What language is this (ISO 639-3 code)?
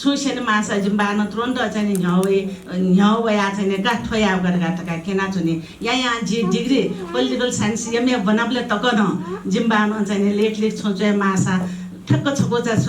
new